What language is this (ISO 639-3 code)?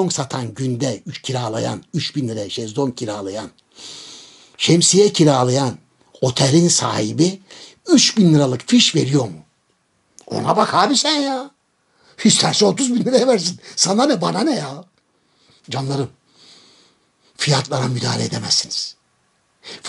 tur